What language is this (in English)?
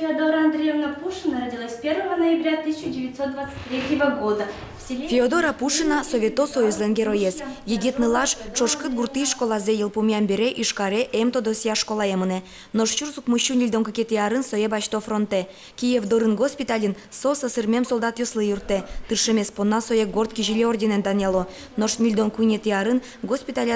Udmurt